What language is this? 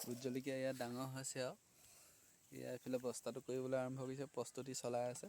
Assamese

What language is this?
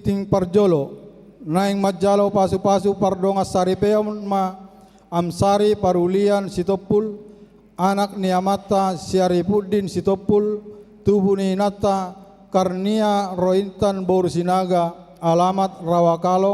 Batak Toba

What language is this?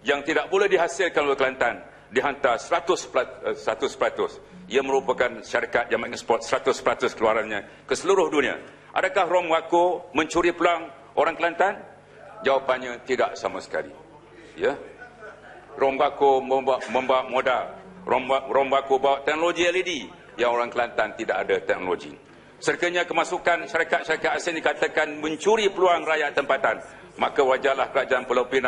Malay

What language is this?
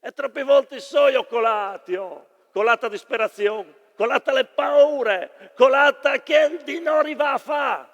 Friulian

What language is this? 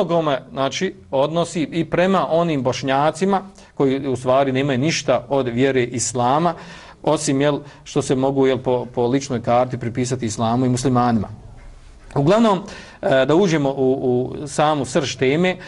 Bosnian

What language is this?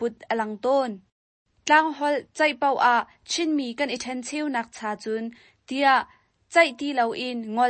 Hakha Chin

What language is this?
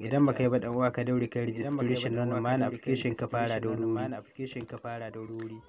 Hausa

